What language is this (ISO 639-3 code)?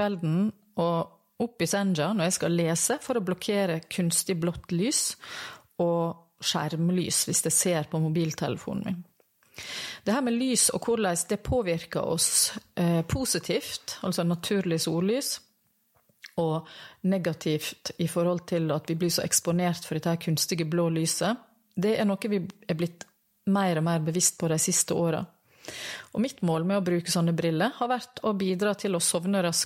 nor